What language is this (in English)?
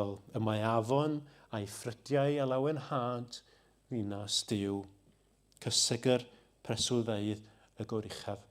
Welsh